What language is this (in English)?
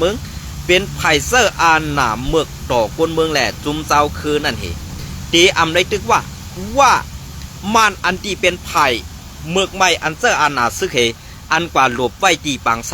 Shan